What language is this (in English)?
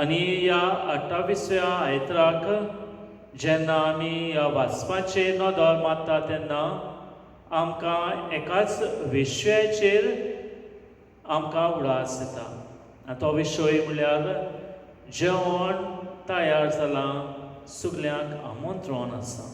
Konkani